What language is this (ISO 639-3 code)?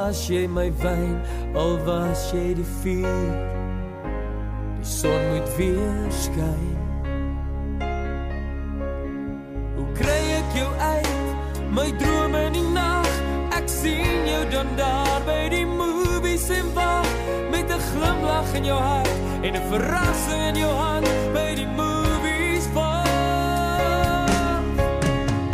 afr